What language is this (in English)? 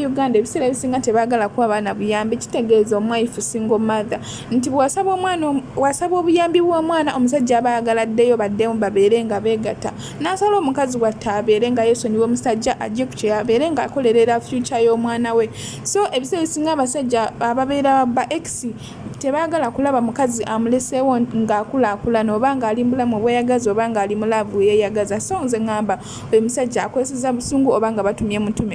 Ganda